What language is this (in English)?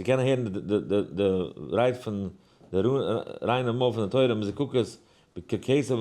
Yiddish